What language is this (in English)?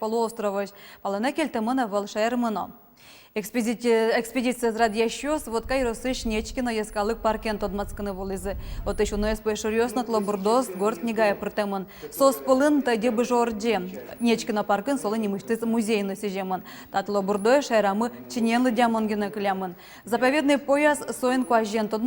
Udmurt